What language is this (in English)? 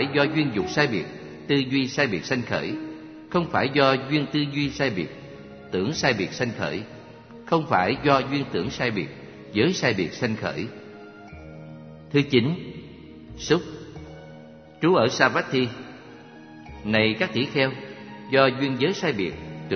Vietnamese